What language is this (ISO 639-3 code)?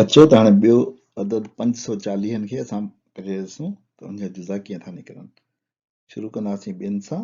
snd